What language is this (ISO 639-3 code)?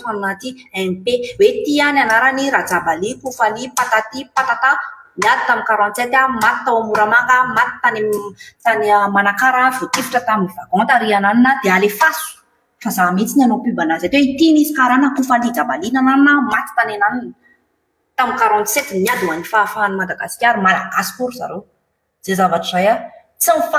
mlg